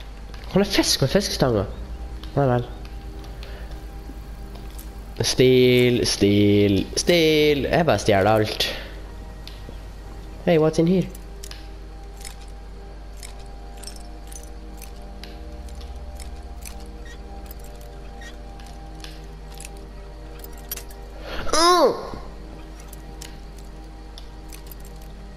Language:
Norwegian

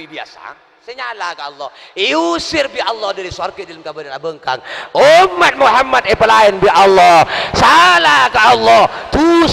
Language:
Madurese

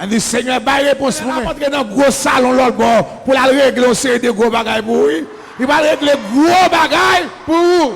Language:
Haitian Creole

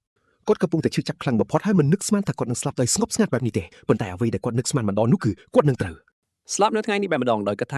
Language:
Khmer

